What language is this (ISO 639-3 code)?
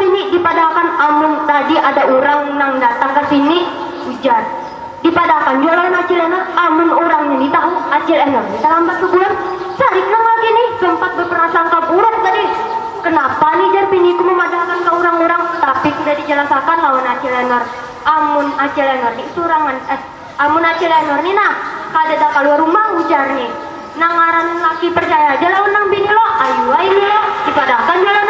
bjn